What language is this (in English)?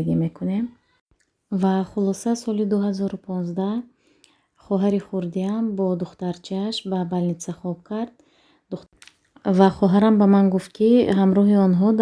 Tajik